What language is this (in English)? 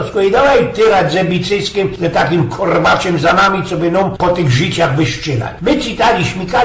Silesian